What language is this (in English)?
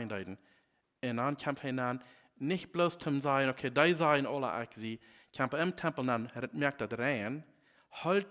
Plautdietsch